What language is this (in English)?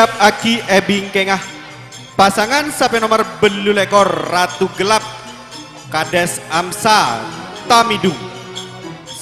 Madurese